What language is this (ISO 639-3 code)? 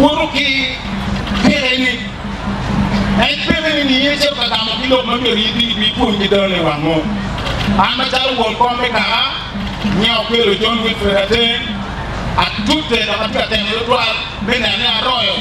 ach